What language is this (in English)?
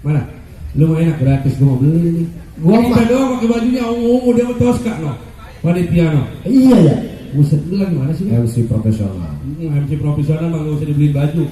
Betawi